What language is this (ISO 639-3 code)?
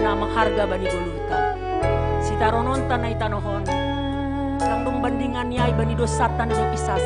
bts